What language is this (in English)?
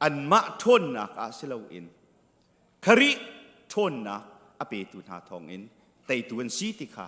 Hakha Chin